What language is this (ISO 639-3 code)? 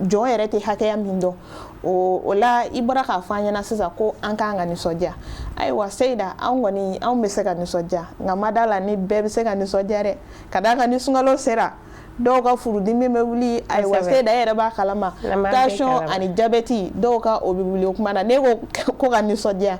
bam